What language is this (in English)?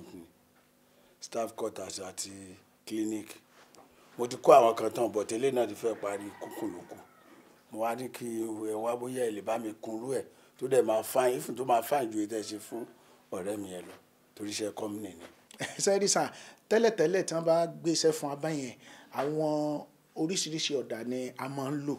Yoruba